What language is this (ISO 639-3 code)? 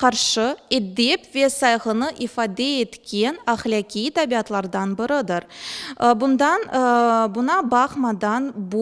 crh